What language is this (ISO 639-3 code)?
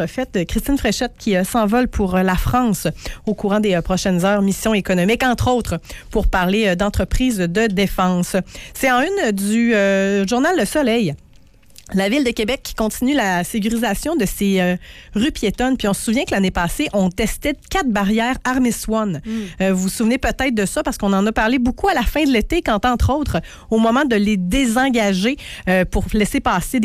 fra